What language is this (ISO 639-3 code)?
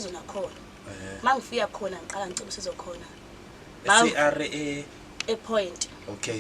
zul